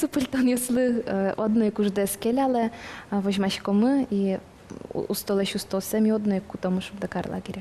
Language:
Udmurt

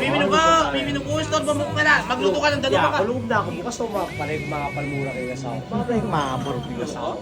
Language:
Pampanga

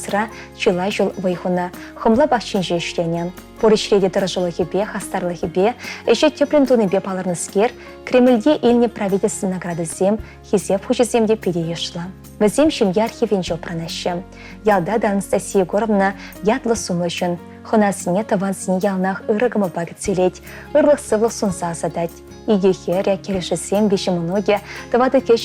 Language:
Chuvash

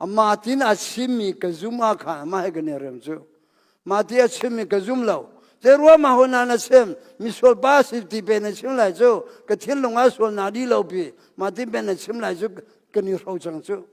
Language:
Hakha Chin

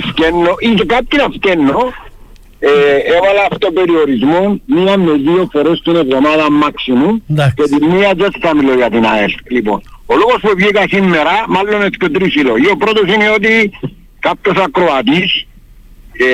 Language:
Greek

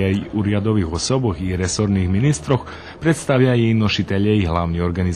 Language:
Rusyn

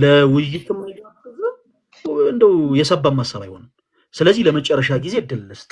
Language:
Amharic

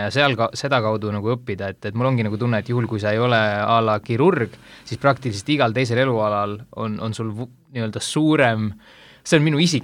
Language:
Estonian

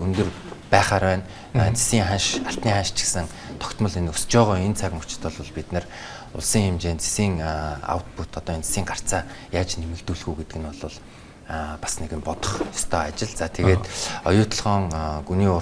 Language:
Mongolian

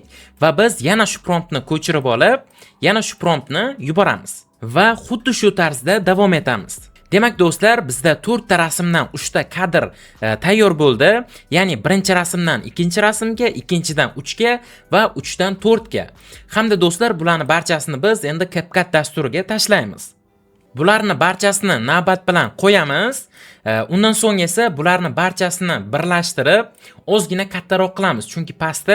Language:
Uzbek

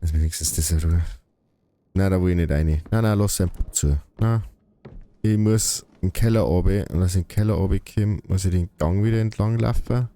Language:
Bavarian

